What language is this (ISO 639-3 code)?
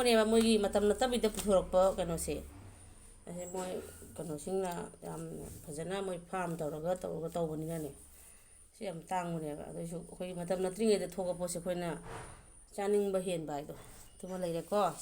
mni